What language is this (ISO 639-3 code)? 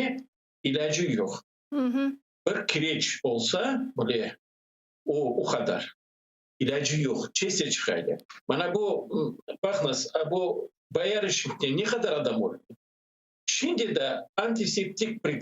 crh